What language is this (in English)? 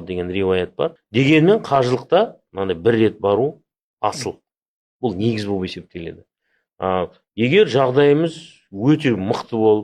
Kazakh